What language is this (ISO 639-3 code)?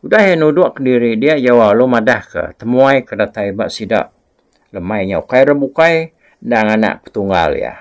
iba